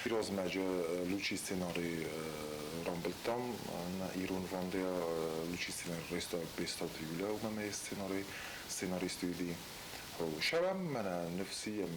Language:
Ossetic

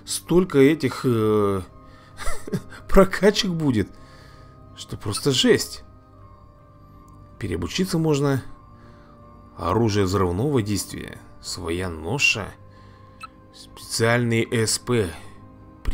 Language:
Russian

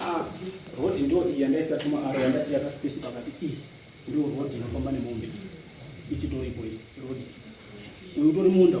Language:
Shona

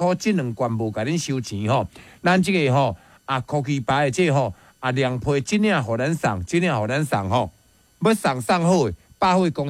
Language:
Min Nan Chinese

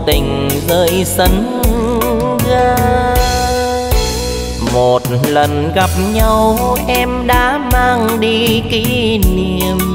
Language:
Vietnamese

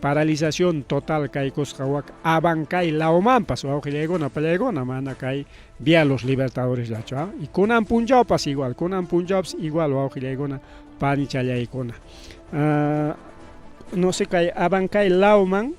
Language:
Ayacucho Quechua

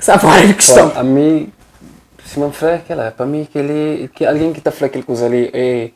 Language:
Kabuverdianu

